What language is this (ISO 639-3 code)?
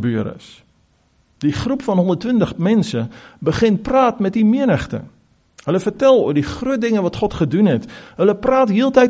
afr